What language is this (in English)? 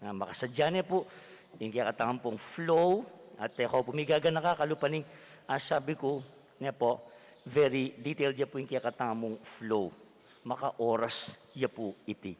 Pampanga